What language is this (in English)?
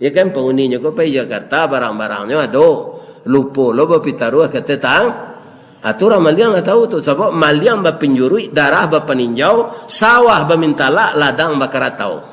Minangkabau